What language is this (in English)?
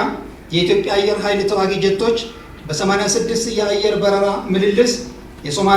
Amharic